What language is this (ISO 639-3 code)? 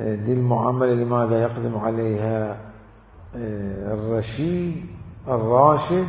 acm